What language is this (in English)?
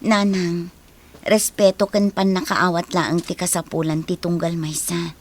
Iloko